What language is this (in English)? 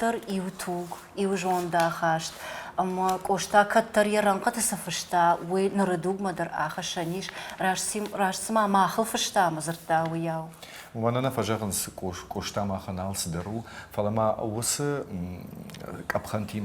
Ossetic